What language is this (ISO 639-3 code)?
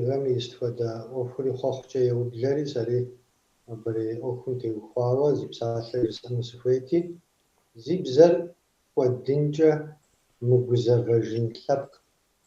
kbd